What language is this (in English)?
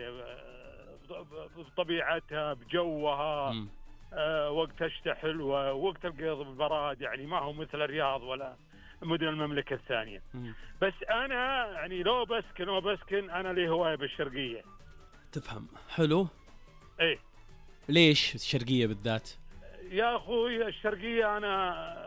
Najdi Arabic